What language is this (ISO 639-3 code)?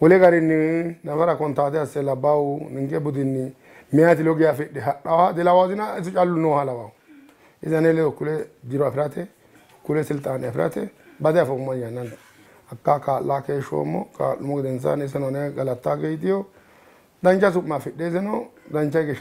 sid